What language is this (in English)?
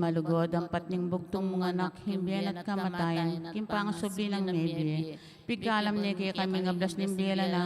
Pampanga